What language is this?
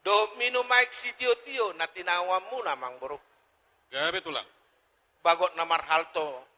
Batak Toba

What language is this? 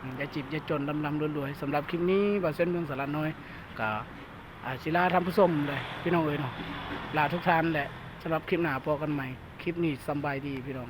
Lao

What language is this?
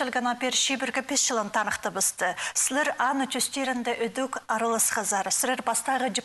Khakas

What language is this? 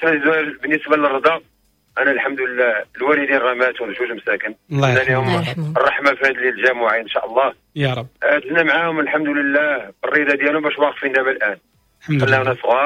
Moroccan Arabic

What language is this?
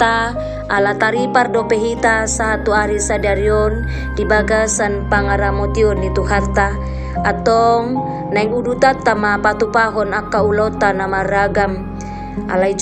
Batak Toba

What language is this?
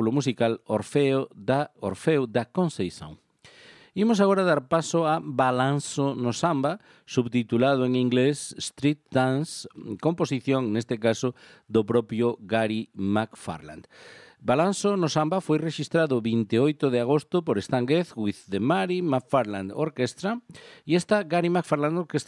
Galician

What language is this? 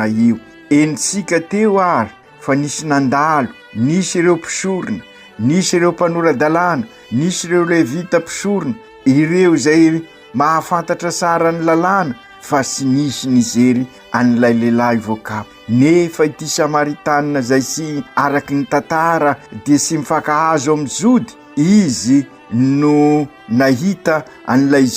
Malagasy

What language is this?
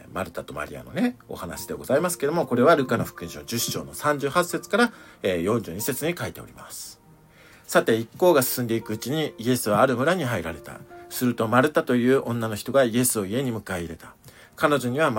Japanese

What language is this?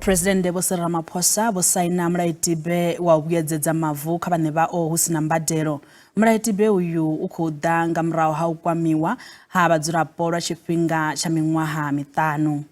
Venda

